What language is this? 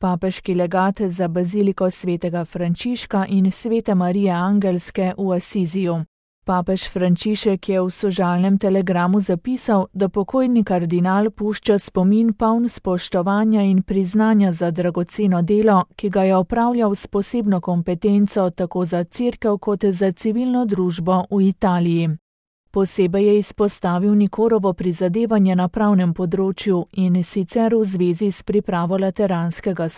Slovenian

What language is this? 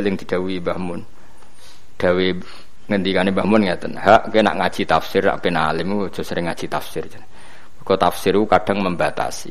Javanese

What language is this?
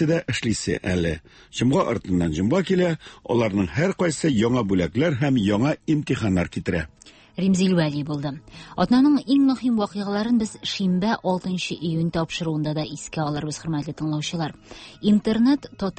Tatar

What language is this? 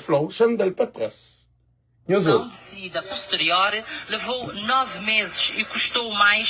Kabuverdianu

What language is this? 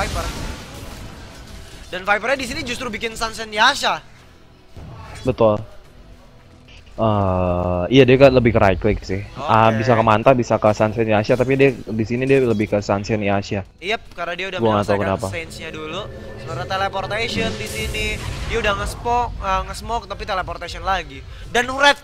Indonesian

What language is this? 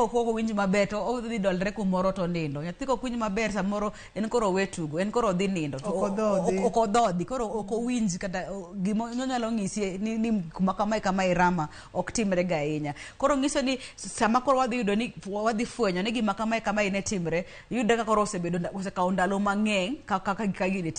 Luo (Kenya and Tanzania)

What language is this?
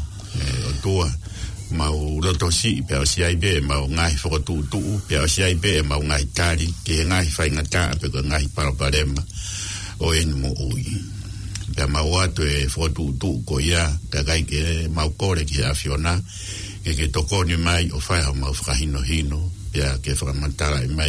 Tongan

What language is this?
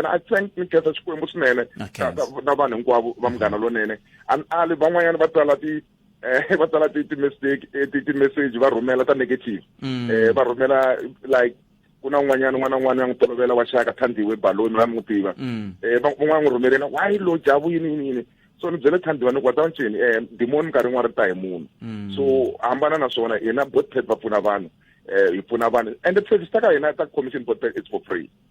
Tsonga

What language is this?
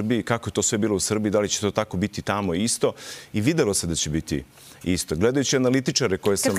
Serbian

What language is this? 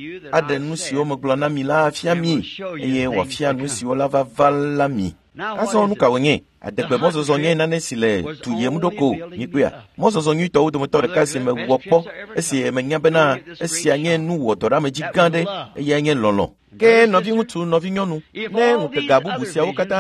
Ewe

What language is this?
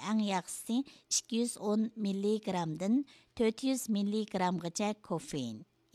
Uyghur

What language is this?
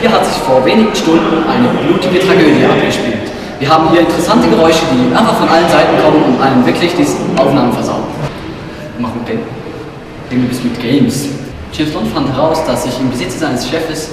Swiss German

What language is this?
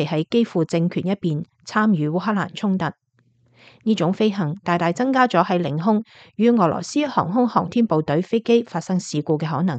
Cantonese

